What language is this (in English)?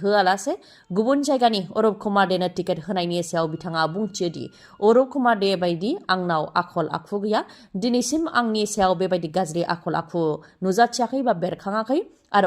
Bodo